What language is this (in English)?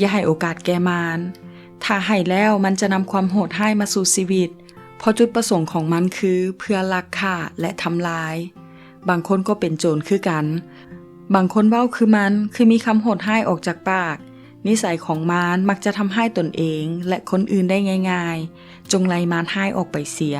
Lao